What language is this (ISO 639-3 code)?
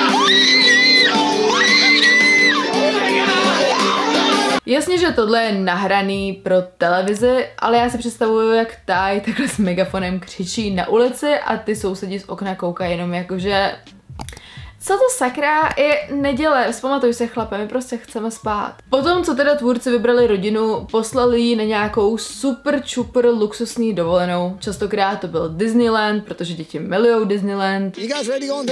ces